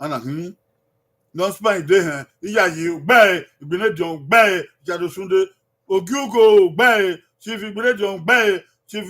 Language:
Bini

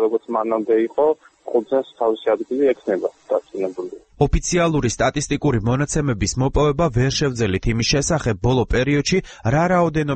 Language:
Georgian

